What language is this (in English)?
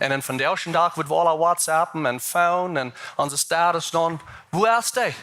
Plautdietsch